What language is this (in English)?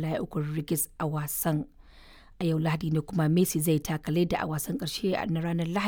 Hausa